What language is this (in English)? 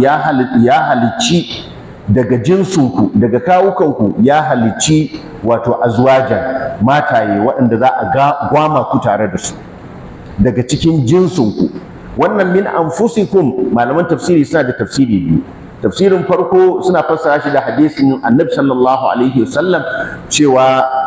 Hausa